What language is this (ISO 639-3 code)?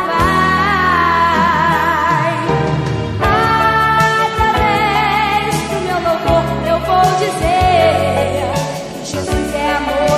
por